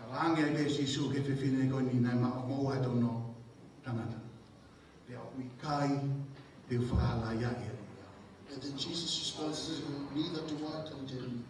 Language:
Tongan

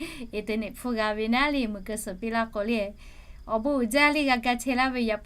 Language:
Lahu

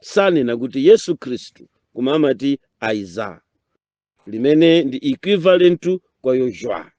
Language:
Nyanja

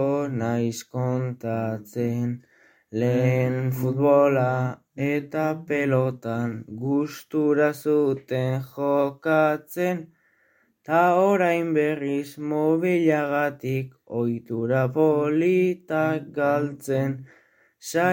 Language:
Basque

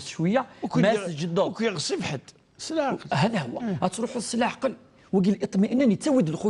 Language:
Kabyle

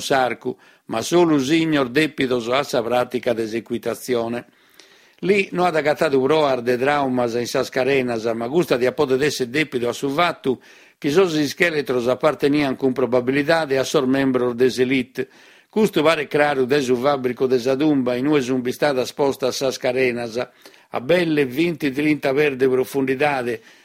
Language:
Sardinian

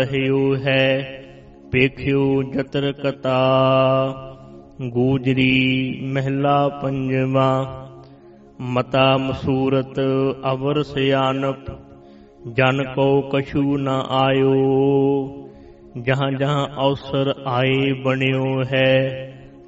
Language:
Punjabi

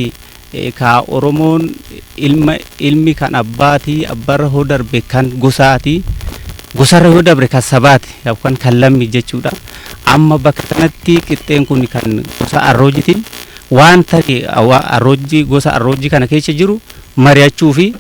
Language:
Oromo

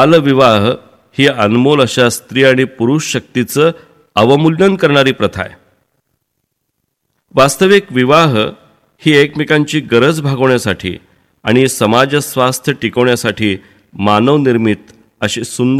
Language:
Marathi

